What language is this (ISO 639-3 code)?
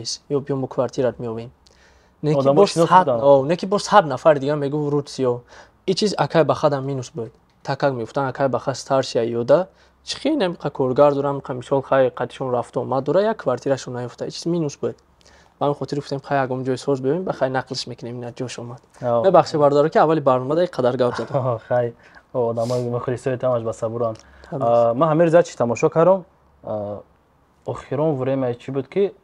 tgk